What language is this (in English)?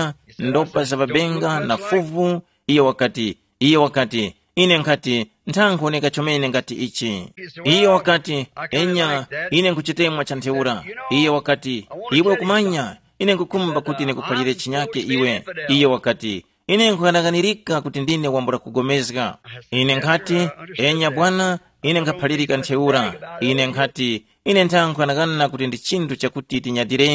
Tumbuka